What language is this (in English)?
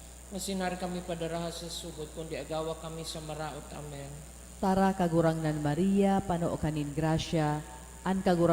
Bikol